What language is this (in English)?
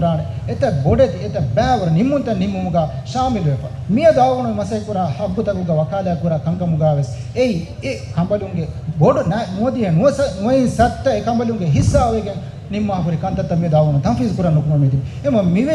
Divehi